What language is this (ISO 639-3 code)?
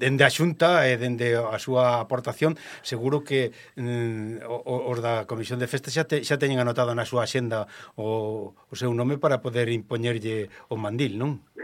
glg